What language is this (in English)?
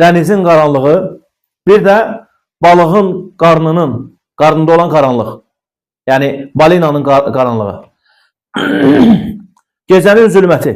Azerbaijani